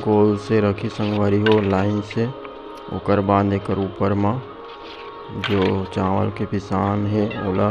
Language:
Chhattisgarhi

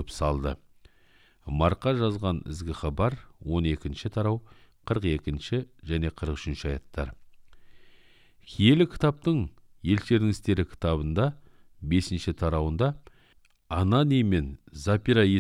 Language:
Kazakh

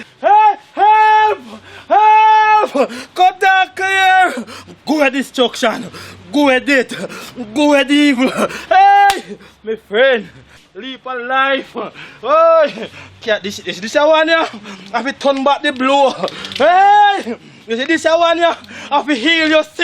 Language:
Jamaican Creole English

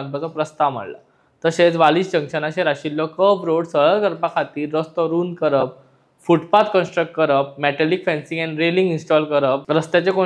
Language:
Konkani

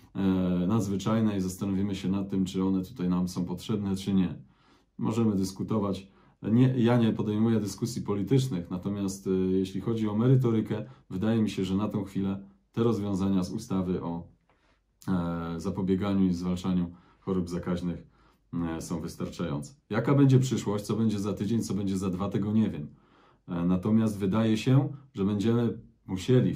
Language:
Polish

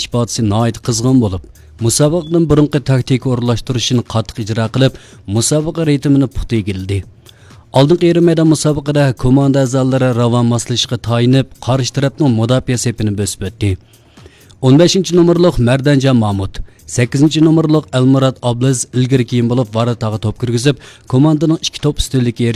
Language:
Uyghur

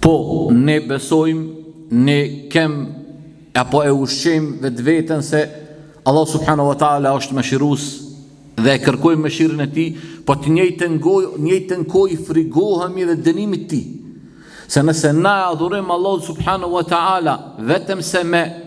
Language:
Albanian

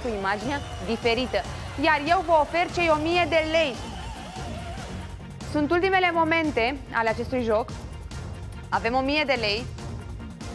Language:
Romanian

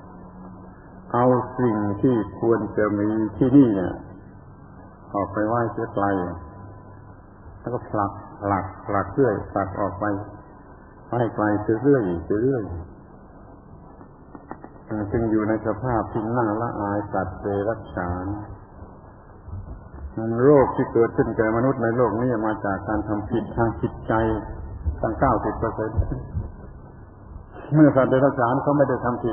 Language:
Thai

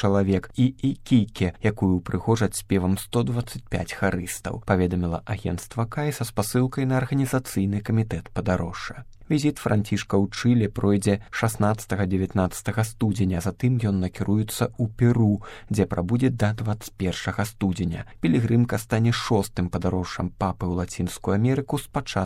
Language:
Belarusian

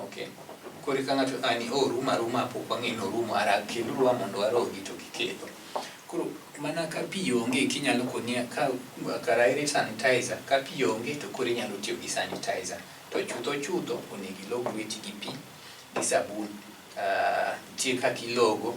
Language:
Luo (Kenya and Tanzania)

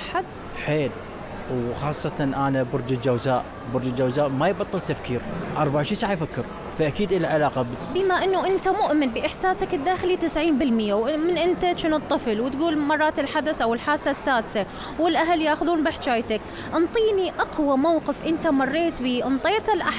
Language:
Mesopotamian Arabic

